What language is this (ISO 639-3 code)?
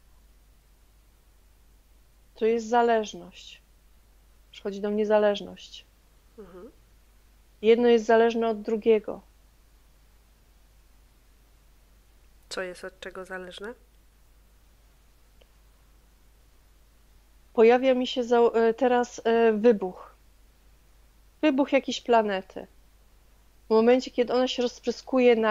pol